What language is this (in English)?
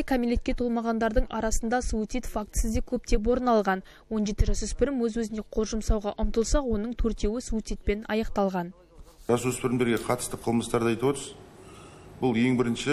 Kazakh